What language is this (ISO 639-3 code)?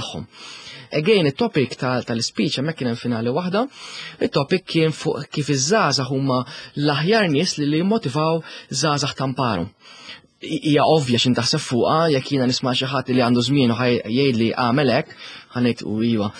mlt